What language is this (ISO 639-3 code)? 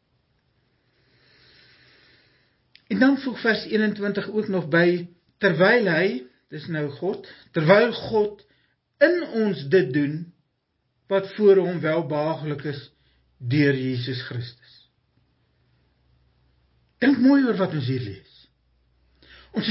afr